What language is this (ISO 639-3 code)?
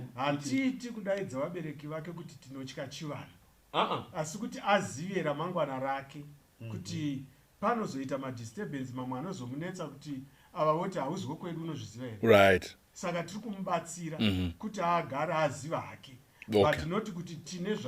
sna